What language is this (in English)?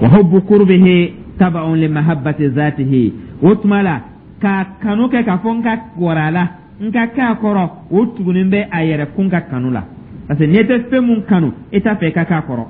Dyula